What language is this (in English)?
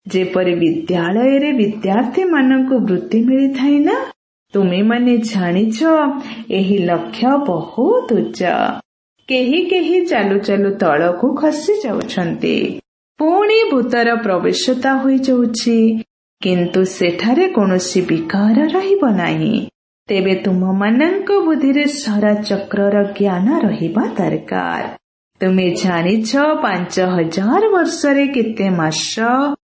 Odia